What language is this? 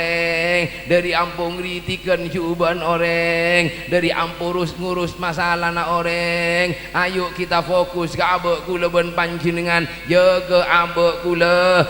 Madurese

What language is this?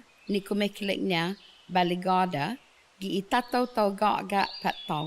Chamorro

